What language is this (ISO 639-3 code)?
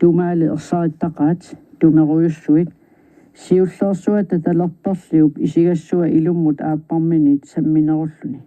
kal